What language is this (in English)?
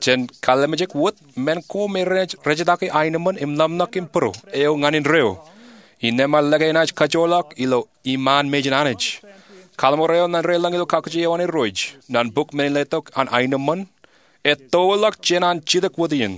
Marshallese